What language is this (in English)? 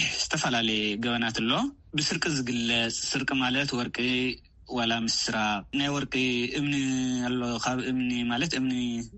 Tigrinya